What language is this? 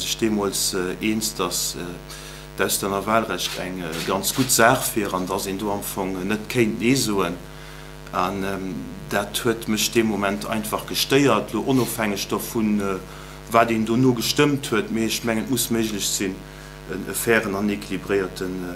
Luxembourgish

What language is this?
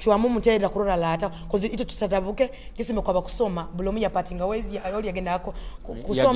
Nyoro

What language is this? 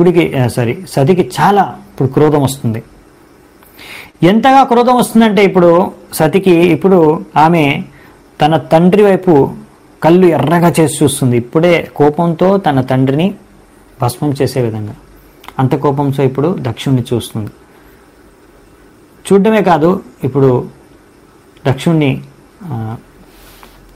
Telugu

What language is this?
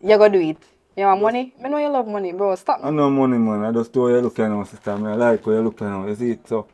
Jamaican Creole English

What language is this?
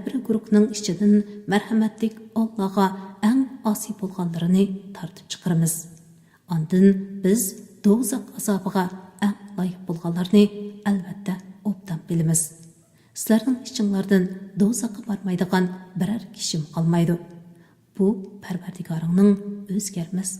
Uyghur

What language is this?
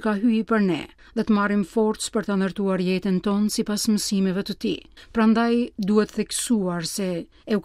Albanian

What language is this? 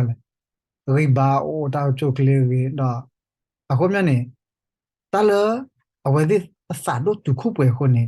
S'gaw Karen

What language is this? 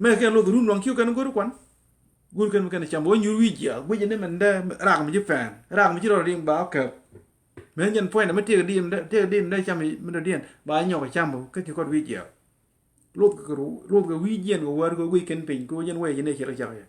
Nuer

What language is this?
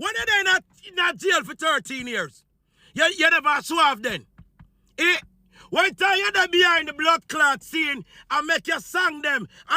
Jamaican Creole English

